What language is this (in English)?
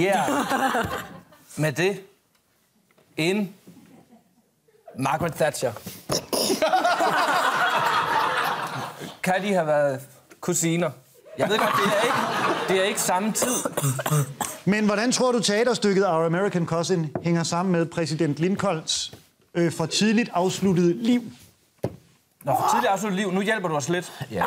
Danish